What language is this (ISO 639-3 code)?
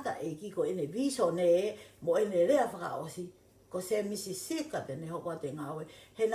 ton